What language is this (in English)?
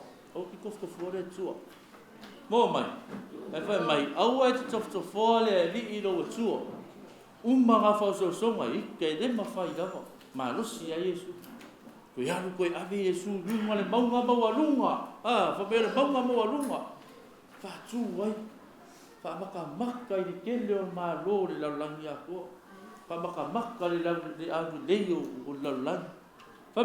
Samoan